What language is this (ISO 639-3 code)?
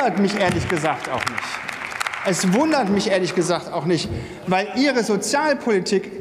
deu